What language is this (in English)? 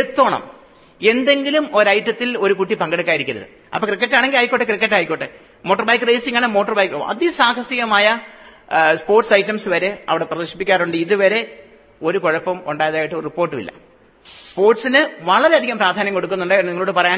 Malayalam